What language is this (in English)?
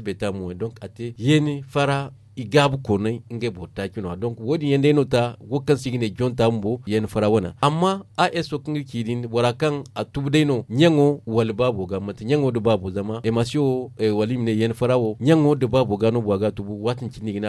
Zarma